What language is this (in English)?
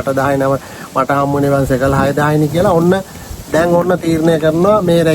Sinhala